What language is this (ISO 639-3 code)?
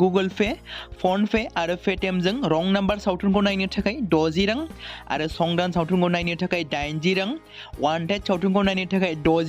brx